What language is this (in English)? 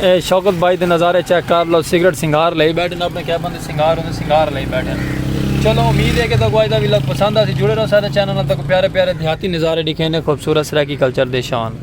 Saraiki